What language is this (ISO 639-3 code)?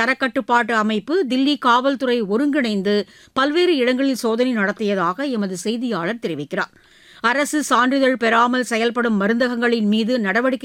tam